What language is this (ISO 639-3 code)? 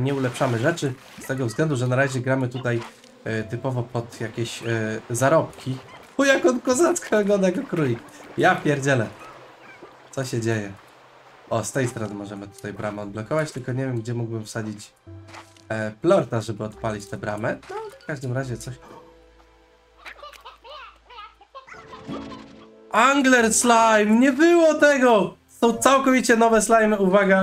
pol